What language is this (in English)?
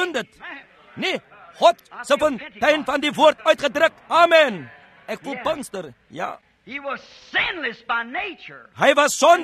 Afrikaans